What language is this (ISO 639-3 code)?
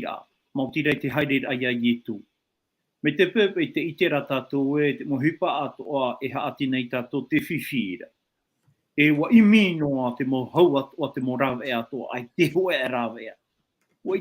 tah